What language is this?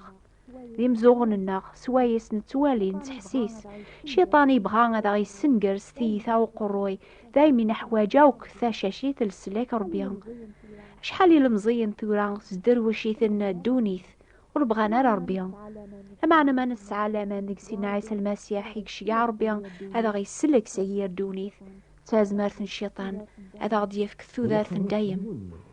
Kabyle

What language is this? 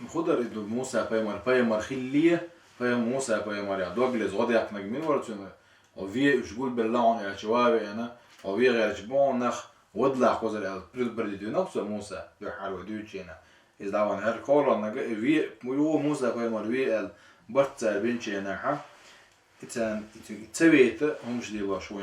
Chechen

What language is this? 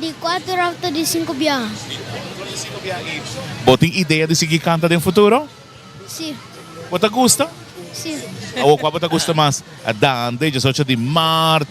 Papiamento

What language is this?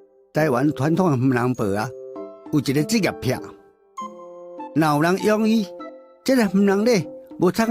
Min Nan Chinese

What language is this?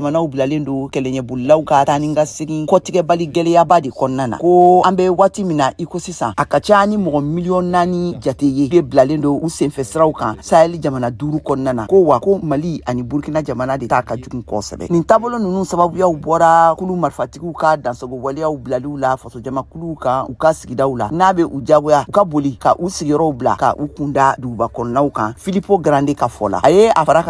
Bambara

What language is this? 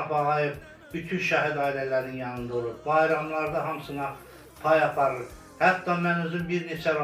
Azerbaijani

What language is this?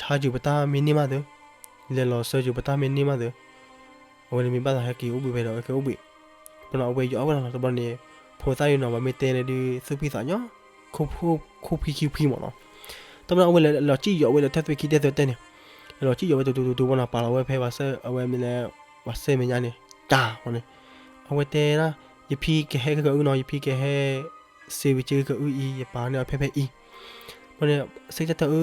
S'gaw Karen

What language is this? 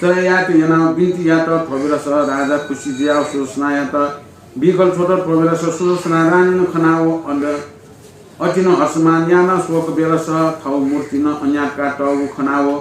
Newari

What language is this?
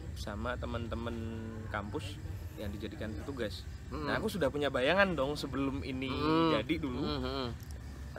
Indonesian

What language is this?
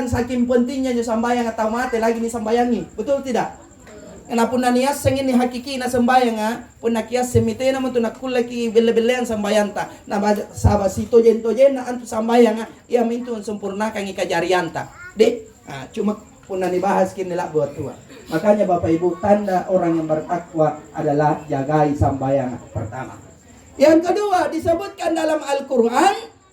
Makasar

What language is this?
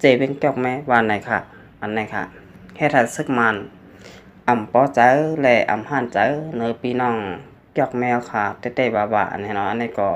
Shan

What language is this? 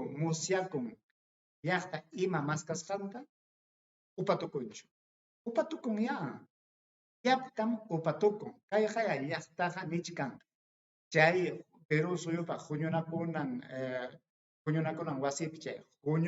Ayacucho Quechua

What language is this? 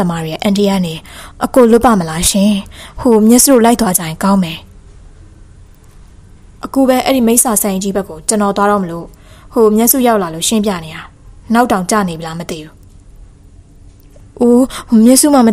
Burmese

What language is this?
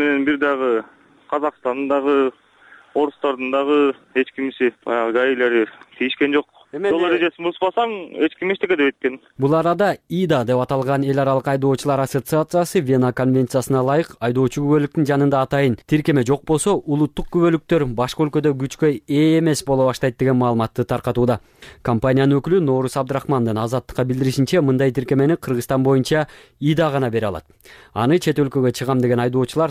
Kyrgyz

